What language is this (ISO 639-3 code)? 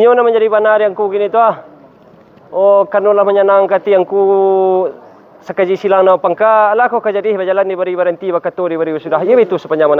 min